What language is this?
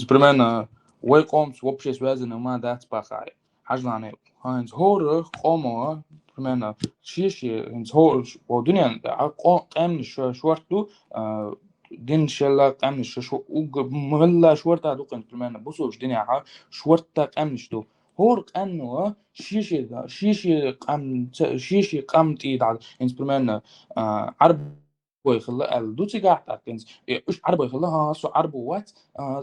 Chechen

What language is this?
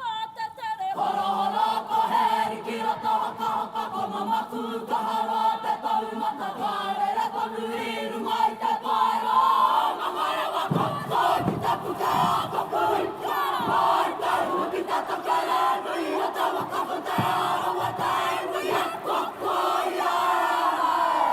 Māori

